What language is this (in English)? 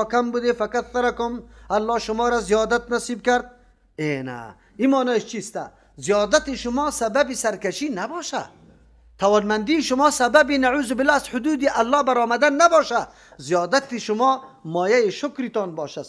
Persian